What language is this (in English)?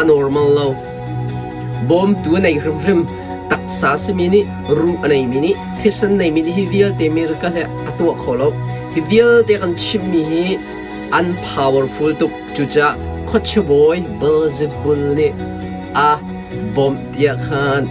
Hakha Chin